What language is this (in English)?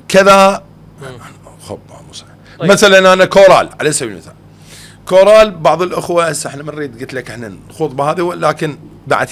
Mesopotamian Arabic